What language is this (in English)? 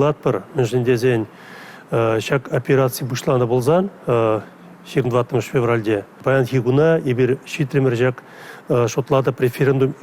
Chuvash